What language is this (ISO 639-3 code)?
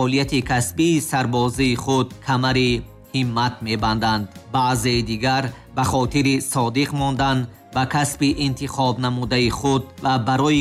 tgk